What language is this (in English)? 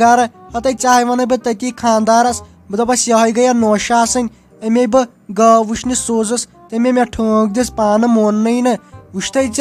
Kashmiri